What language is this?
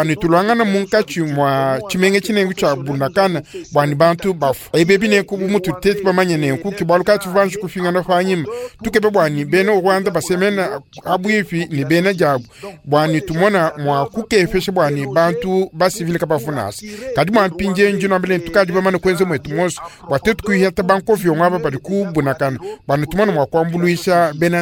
Luba-Lulua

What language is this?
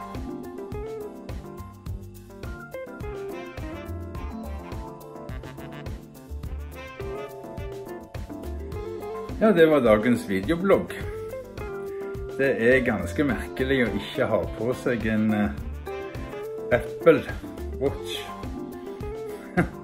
Norwegian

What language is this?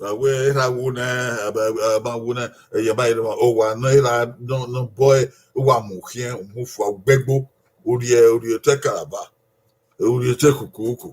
Bini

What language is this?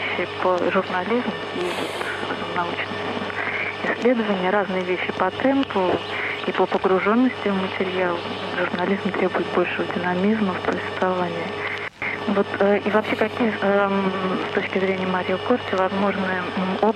Russian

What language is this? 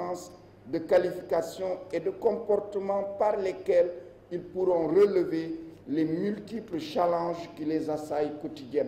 French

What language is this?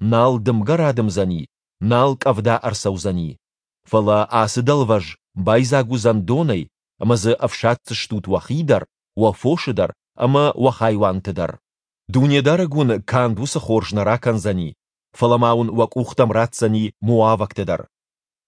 Ossetic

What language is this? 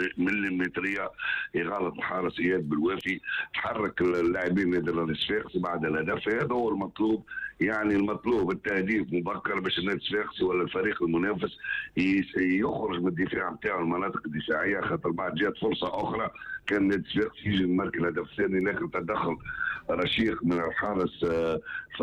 Tunisian Arabic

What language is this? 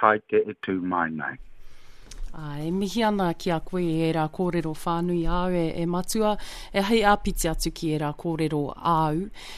Māori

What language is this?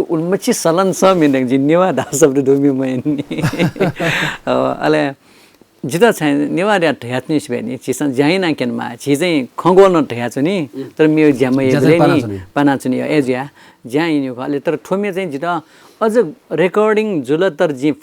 Newari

